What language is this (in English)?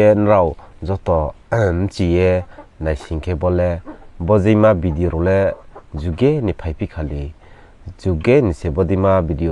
Riang (India)